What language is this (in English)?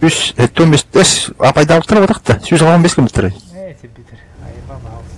Yakut